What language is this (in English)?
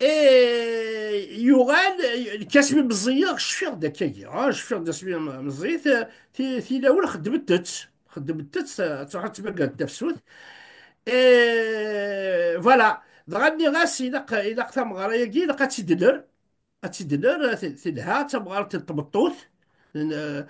Kabyle